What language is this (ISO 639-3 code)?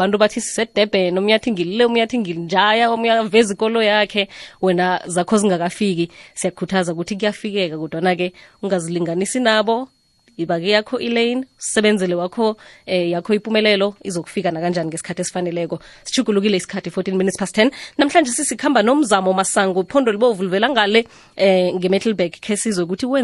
nbl